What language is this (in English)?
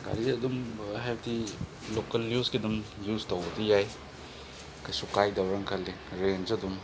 Manipuri